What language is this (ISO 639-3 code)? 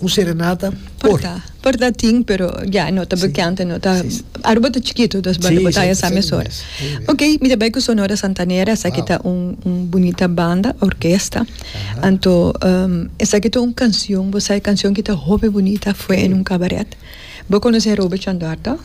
pap